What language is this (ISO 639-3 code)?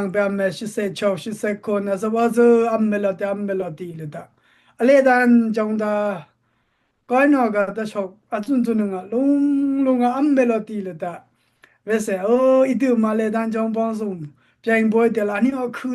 dis